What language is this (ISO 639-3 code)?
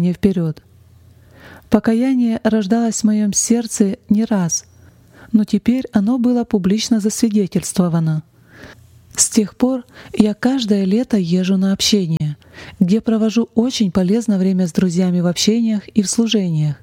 rus